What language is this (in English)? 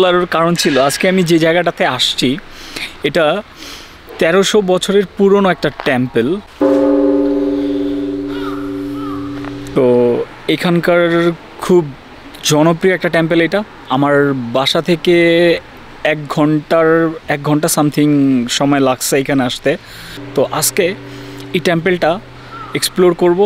Bangla